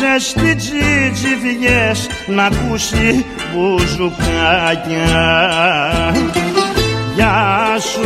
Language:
Greek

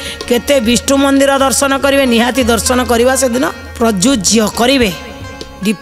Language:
Odia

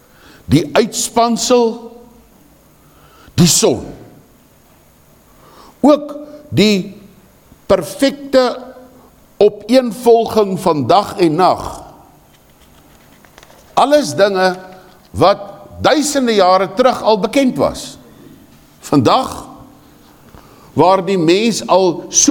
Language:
Afrikaans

